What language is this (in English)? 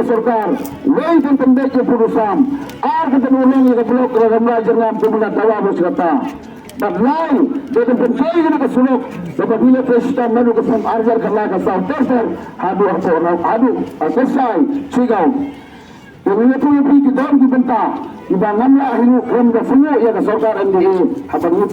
Khasi